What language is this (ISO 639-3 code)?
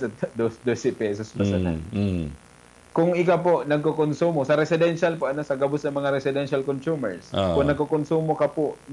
bik